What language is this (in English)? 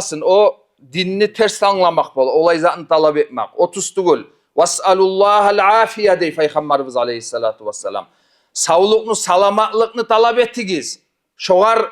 Kumyk